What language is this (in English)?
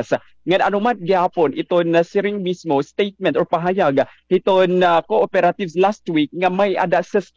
Waray